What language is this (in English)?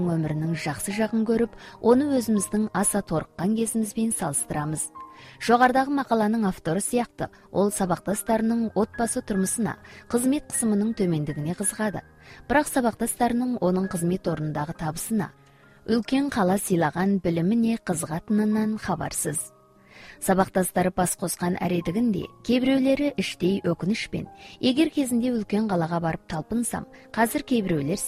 Kazakh